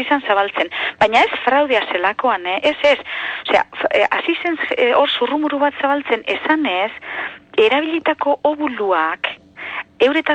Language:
Basque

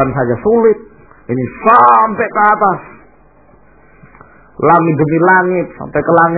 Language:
Indonesian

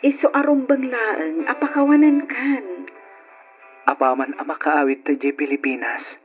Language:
Iloko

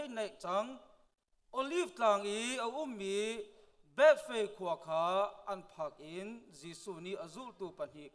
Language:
Hakha Chin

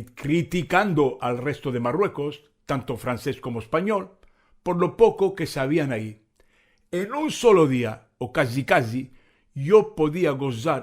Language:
Ladino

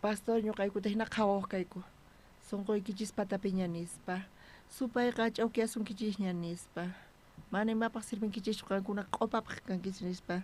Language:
South Bolivian Quechua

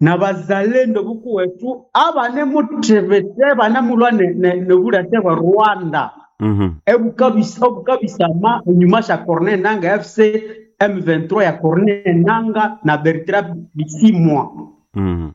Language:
Nande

